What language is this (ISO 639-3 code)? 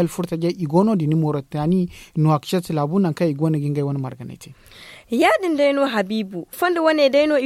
dje